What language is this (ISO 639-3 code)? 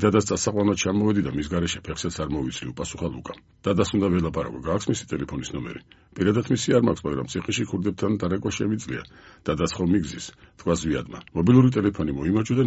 kat